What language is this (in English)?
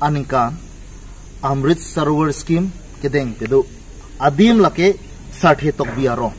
Karbi